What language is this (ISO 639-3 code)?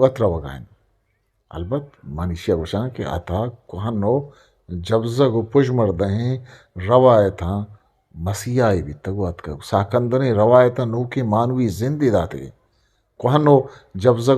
bgp